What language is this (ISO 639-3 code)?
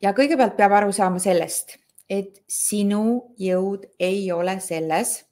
est